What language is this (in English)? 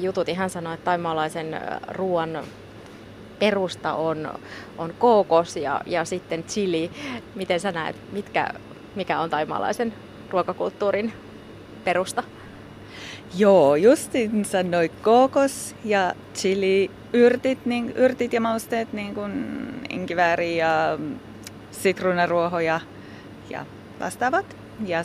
Finnish